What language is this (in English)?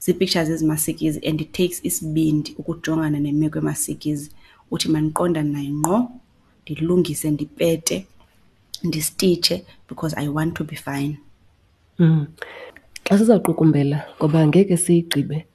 Xhosa